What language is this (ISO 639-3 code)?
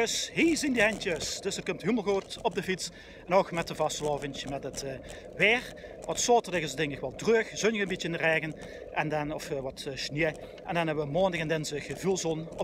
lim